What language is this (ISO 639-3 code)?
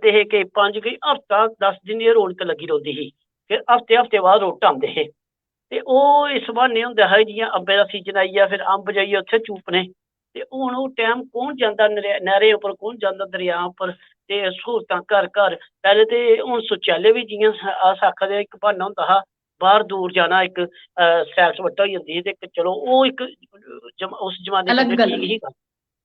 doi